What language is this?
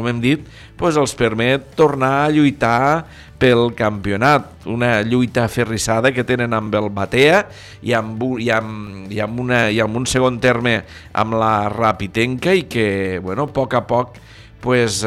Catalan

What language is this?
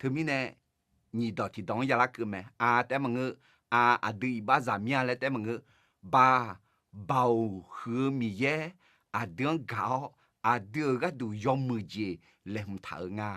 Akha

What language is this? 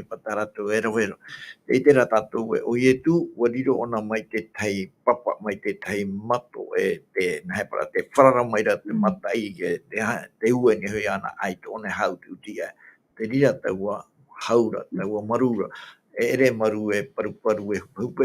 Tahitian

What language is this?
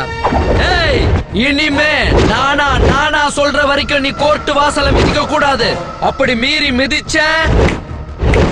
Tamil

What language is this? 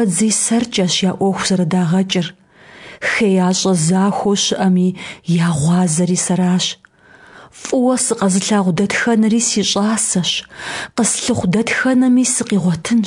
Kabardian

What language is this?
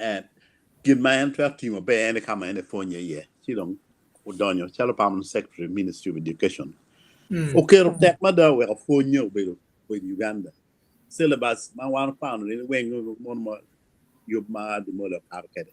Acoli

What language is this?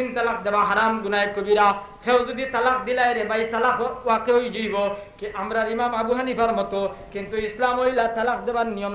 Sylheti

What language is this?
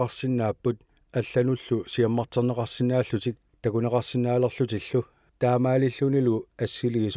Kalaallisut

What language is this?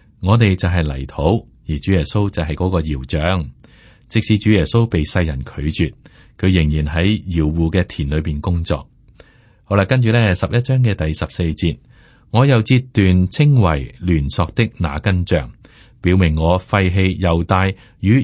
Cantonese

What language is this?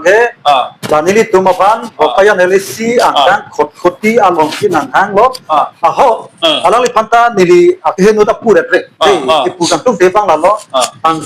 Karbi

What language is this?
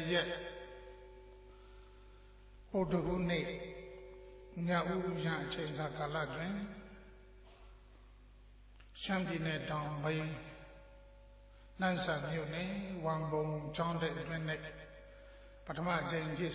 Burmese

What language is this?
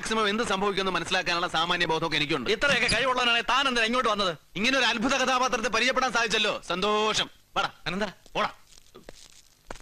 Malayalam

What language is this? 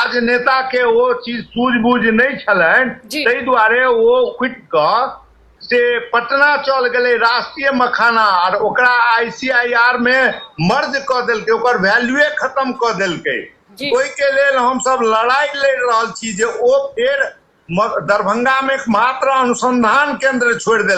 Maithili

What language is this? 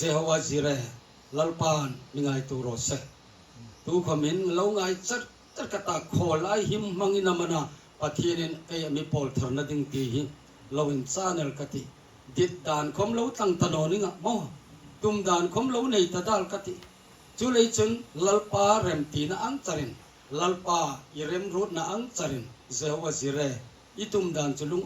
Hmar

